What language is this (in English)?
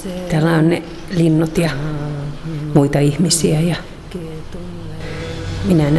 Finnish